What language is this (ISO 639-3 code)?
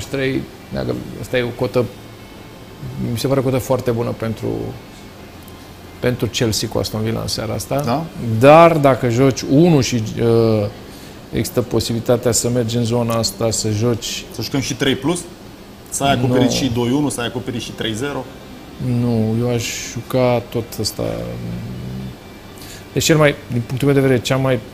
ron